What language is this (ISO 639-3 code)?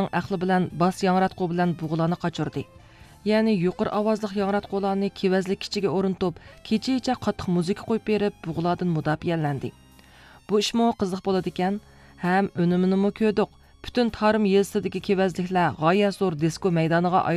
uig